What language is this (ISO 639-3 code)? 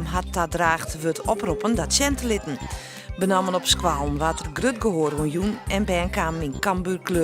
fry